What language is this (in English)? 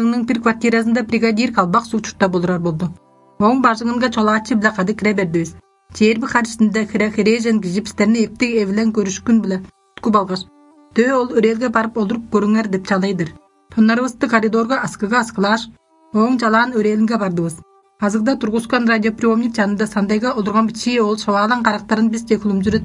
Tuvinian